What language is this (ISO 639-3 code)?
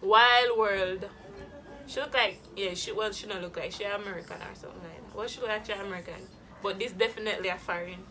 jam